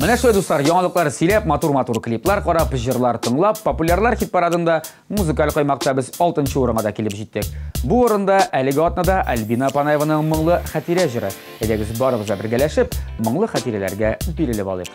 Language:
Tatar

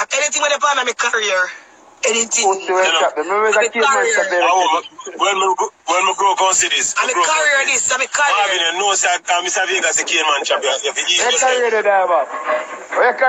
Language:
Jamaican Creole English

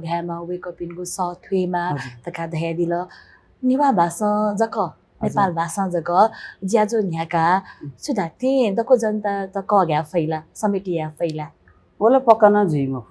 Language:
Newari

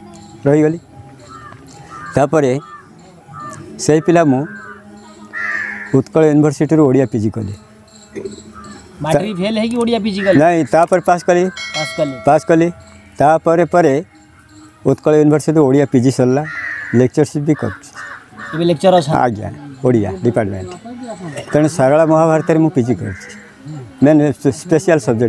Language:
Odia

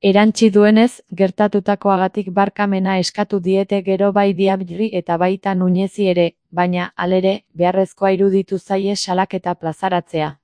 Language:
Basque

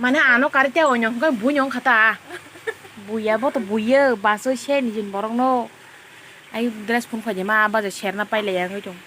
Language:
Kok Borok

